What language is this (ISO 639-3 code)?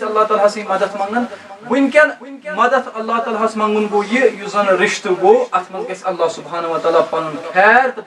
kas